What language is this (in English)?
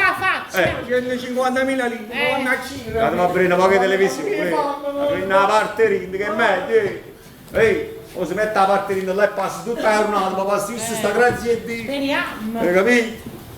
Neapolitan